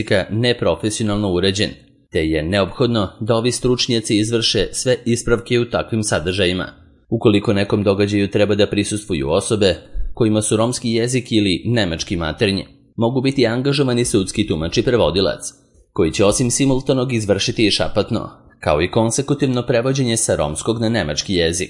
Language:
Serbian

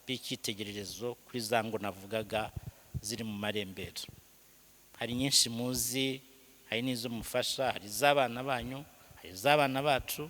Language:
Kinyarwanda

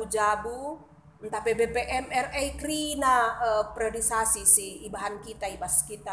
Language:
Batak Karo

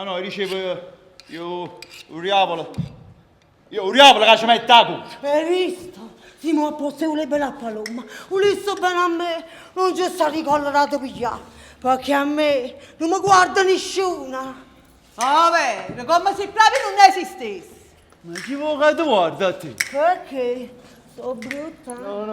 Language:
Neapolitan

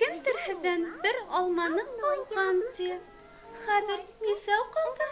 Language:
Bashkir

